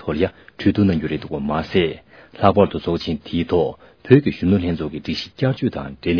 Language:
Tibetan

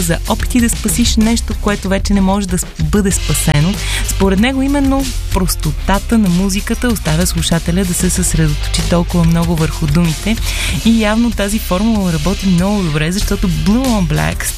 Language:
Bulgarian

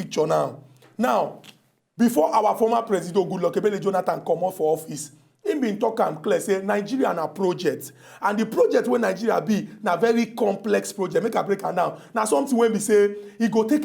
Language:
Nigerian Pidgin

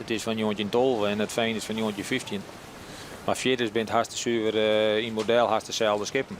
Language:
Western Frisian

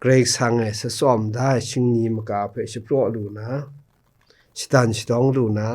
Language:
Kachin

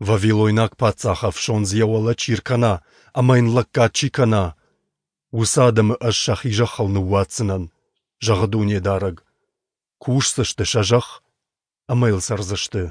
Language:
Ossetic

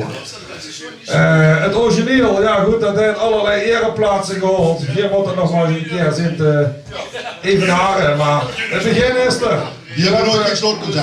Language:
Limburgish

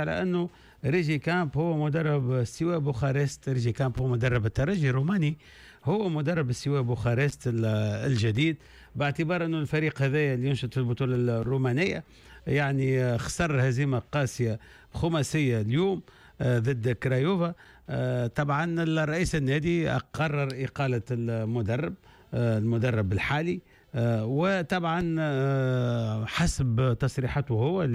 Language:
Tunisian Arabic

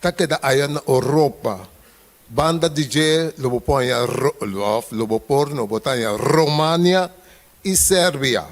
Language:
Papiamento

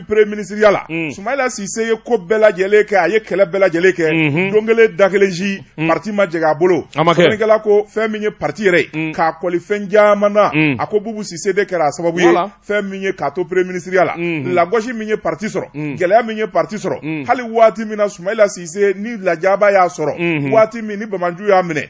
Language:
Bambara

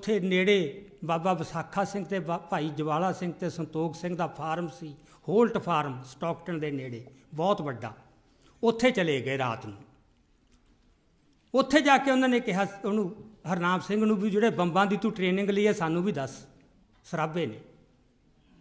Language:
Punjabi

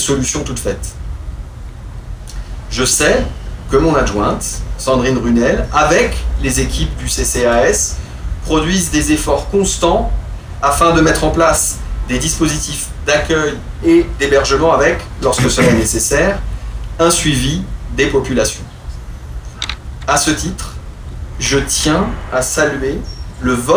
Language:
French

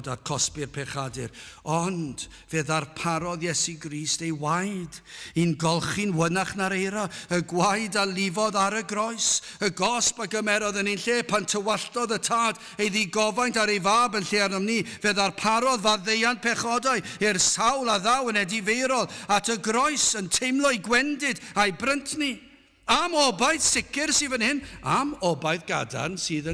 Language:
Welsh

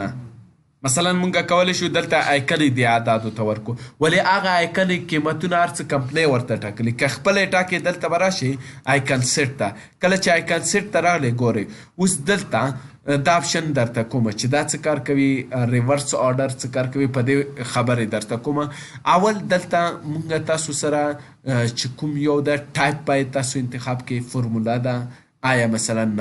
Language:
Pashto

